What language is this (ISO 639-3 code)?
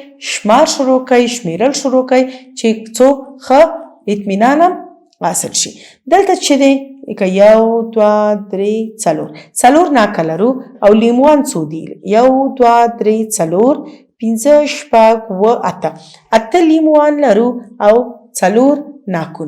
pus